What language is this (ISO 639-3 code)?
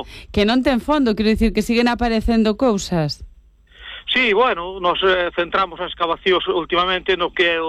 glg